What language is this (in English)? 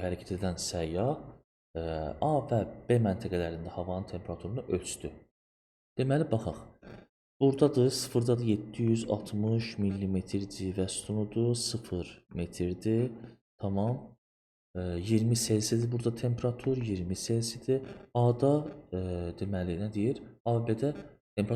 Azerbaijani